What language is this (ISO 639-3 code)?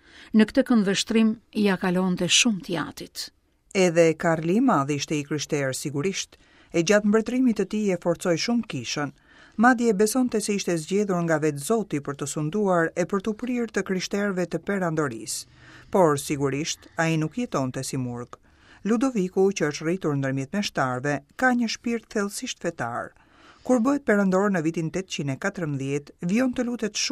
sqi